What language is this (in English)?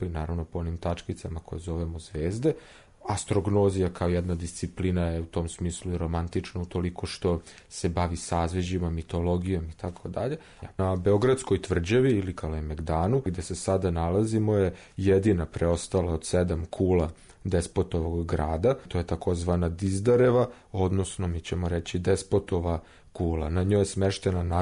Serbian